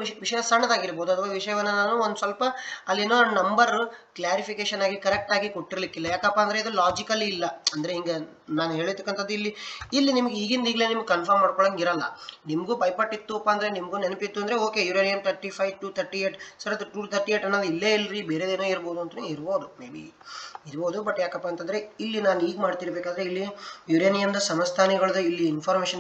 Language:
Kannada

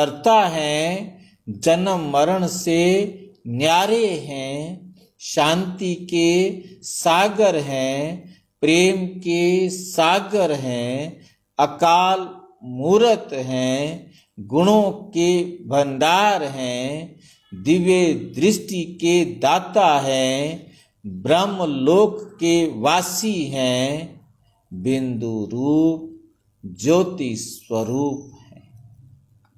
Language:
Hindi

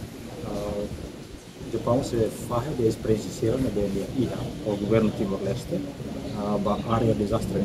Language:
Tetum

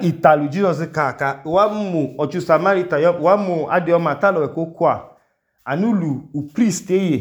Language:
Idoma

